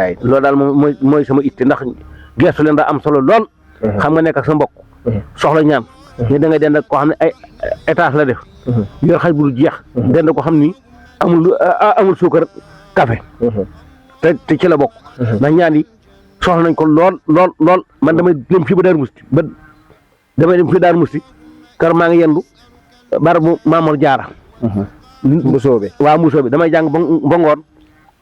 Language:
Wolof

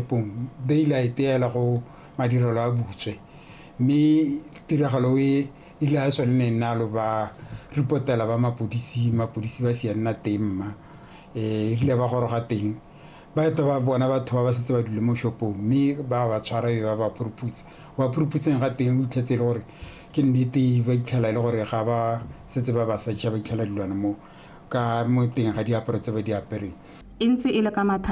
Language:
Tswana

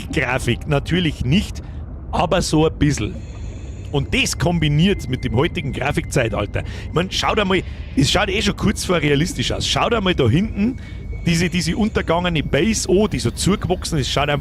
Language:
Bavarian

